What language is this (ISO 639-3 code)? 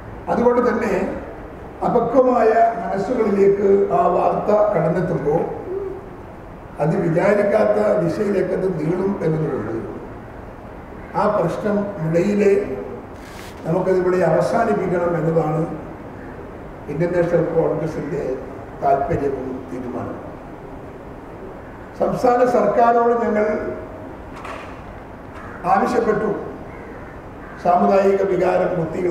mal